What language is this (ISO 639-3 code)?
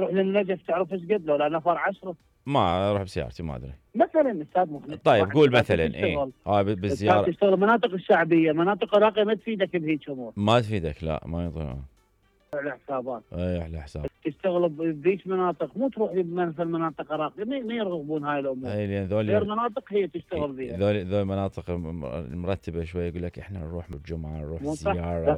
acm